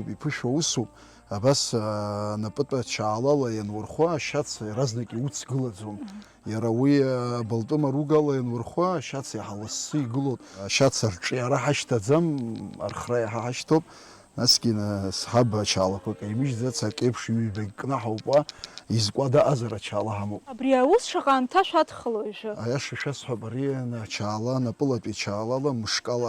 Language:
Abkhazian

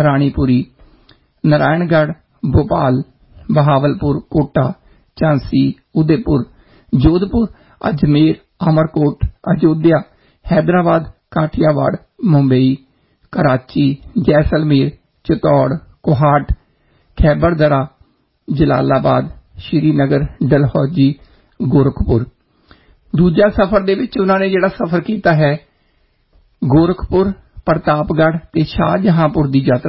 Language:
Punjabi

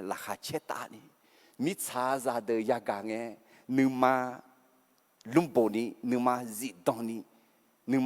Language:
Akha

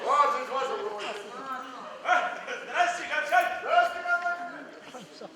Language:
Adyghe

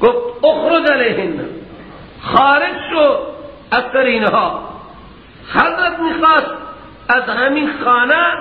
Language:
Persian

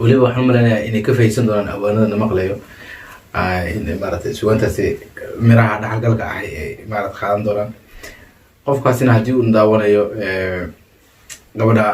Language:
Somali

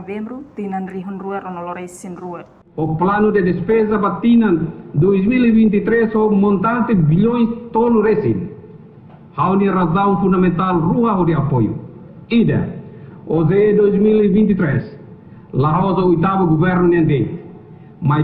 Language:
Tetum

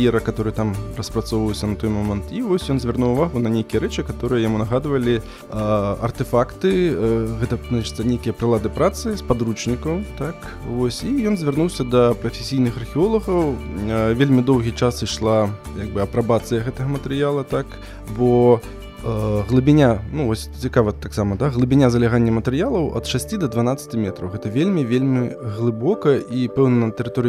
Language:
Belarusian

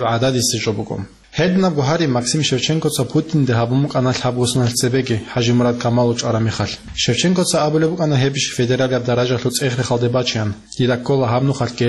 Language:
Avaric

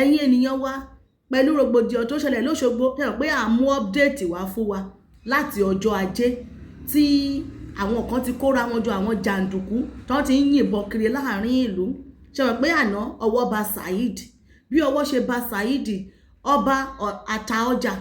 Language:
Yoruba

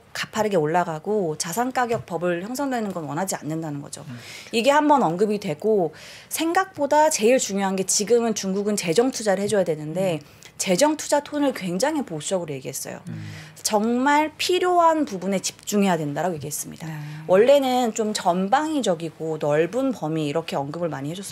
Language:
Korean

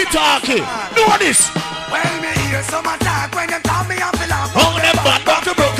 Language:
Jamaican Creole English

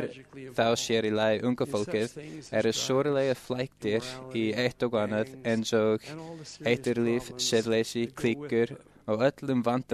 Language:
Icelandic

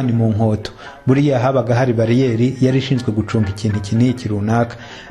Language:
Kinyarwanda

